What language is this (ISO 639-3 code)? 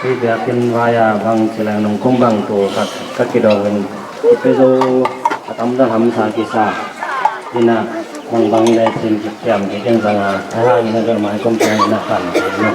ctd